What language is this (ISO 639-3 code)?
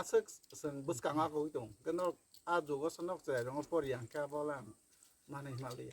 trp